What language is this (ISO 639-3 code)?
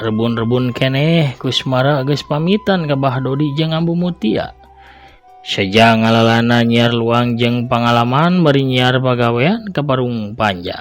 sun